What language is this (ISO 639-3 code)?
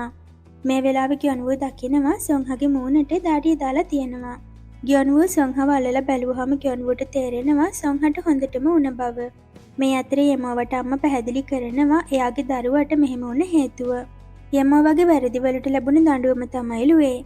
sin